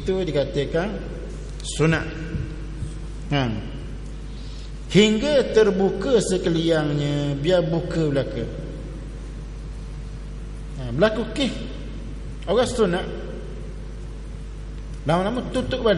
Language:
Malay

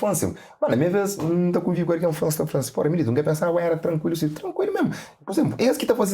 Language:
Kabuverdianu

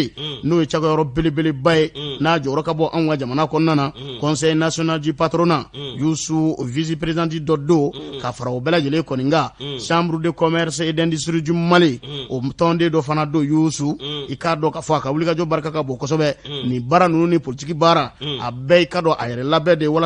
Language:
Bambara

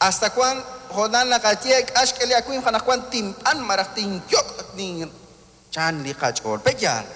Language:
Kekchí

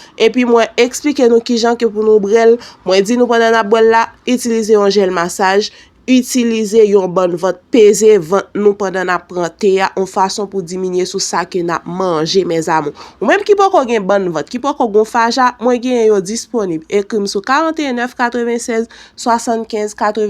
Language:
Haitian Creole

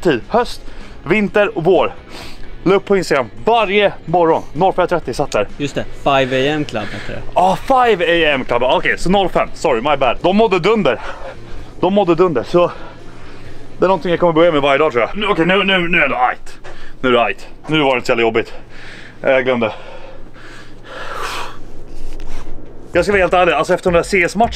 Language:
Swedish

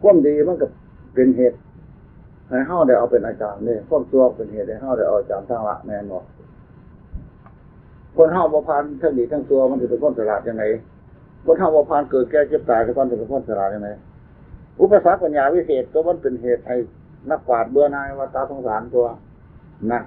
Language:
Northeastern Thai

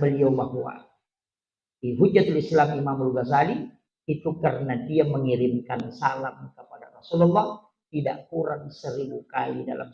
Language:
Buginese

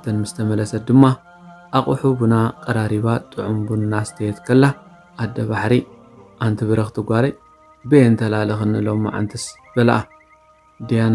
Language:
Tigrinya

